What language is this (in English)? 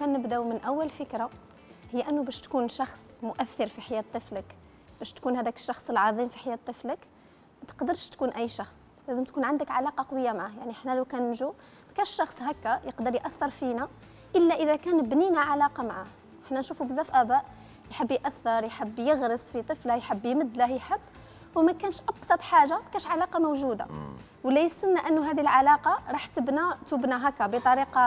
Algerian Arabic